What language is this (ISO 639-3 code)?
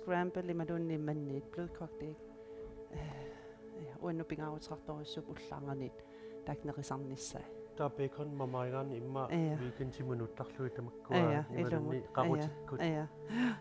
kal